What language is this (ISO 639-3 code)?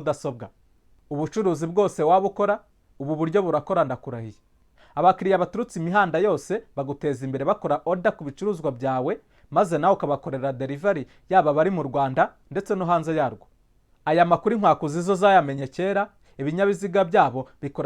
kin